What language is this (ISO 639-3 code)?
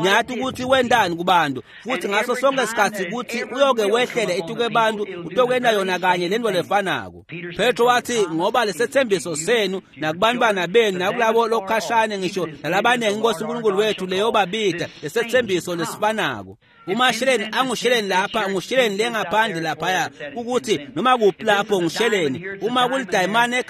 ssw